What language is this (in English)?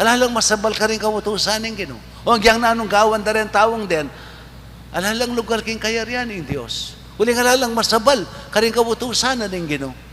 Pampanga